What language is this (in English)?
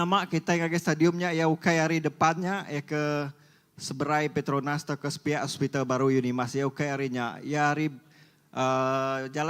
Iban